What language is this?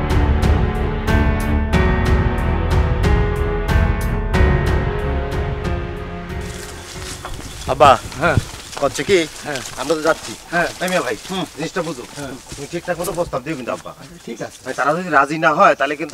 Bangla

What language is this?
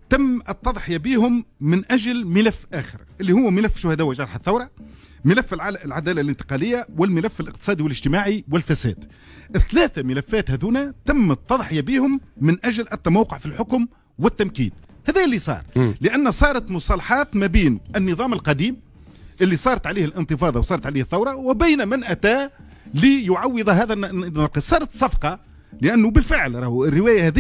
Tunisian Arabic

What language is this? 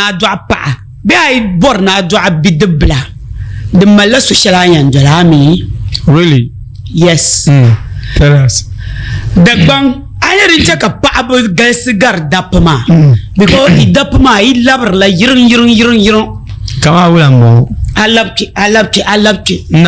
Dagbani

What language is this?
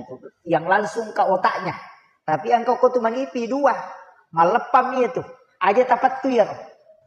Buginese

